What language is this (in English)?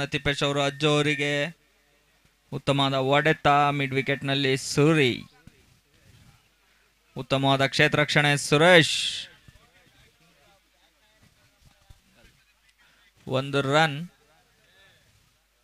Kannada